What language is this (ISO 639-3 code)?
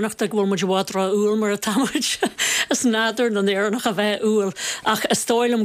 gle